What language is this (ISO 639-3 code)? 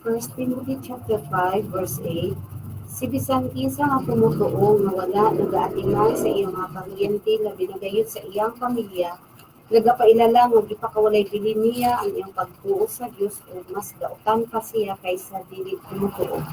ceb